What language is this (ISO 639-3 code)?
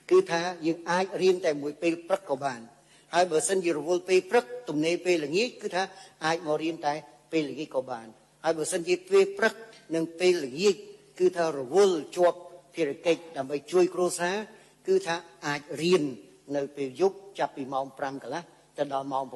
khm